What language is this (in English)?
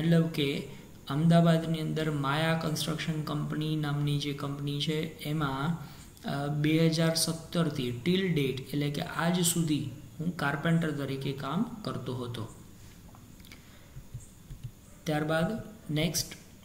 Gujarati